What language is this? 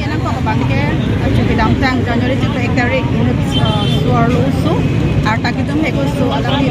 Karbi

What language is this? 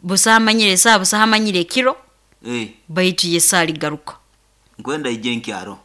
Nyoro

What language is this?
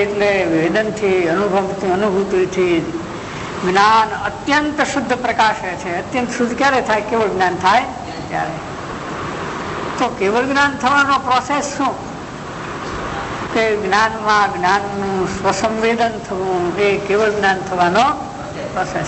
Gujarati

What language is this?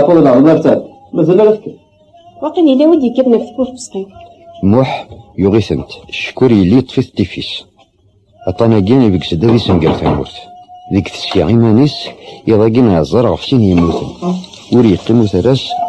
Kabyle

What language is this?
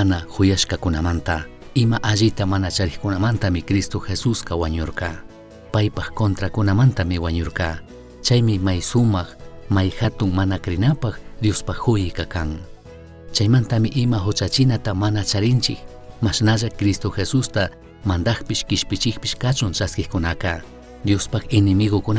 Chimborazo Highland Quichua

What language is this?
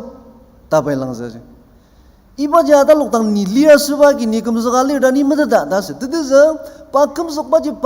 Ao Naga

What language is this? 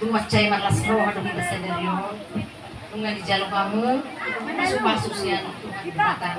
Batak Toba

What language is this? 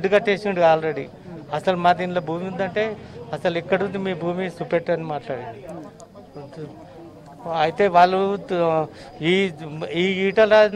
Telugu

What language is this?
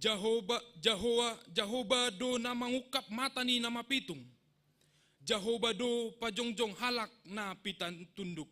Batak Simalungun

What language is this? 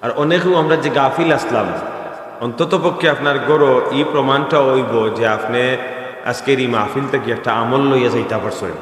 Sylheti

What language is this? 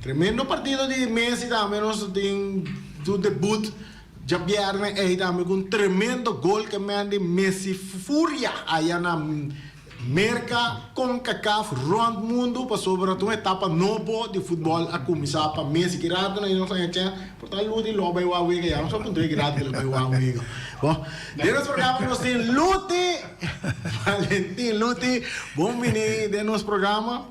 Papiamento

